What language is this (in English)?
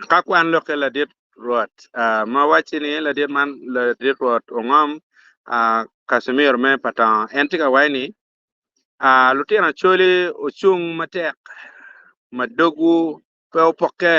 Acoli